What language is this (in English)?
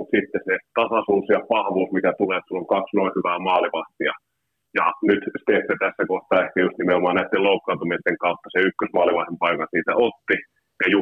Finnish